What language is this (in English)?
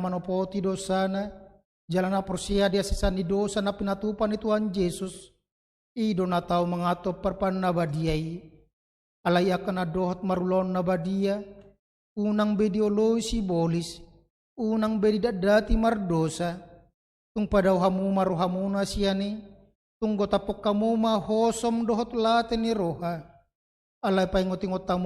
Batak Toba